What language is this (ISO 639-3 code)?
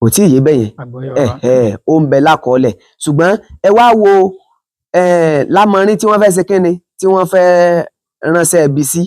yor